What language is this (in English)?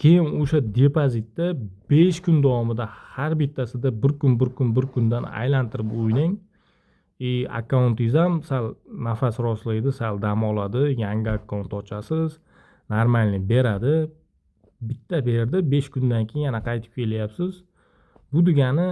Uzbek